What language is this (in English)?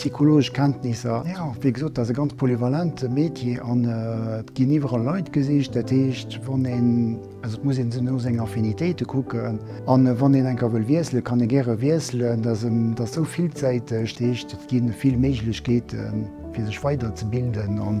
Luxembourgish